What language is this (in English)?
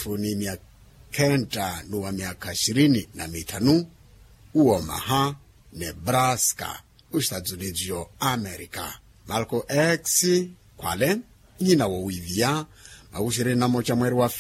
Makhuwa